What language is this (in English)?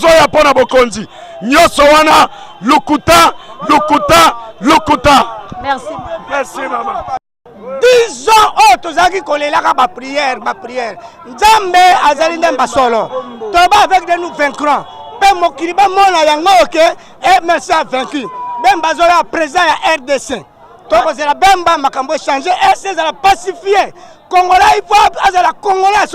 Lingala